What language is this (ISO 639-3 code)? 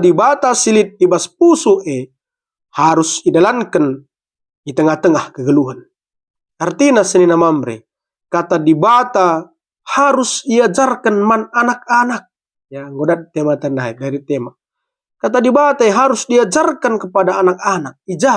btx